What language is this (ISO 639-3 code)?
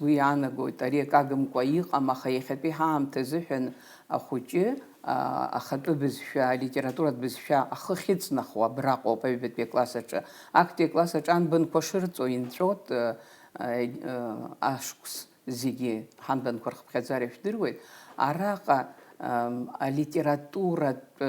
abk